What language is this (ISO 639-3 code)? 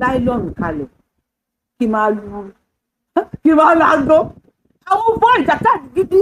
yor